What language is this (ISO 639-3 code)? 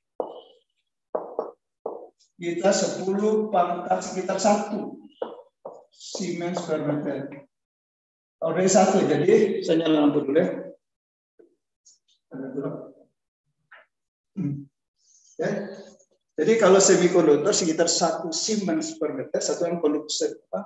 ind